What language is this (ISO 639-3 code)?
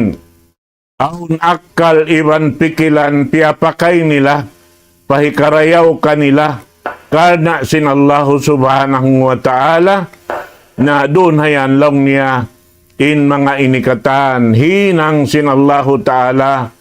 tsg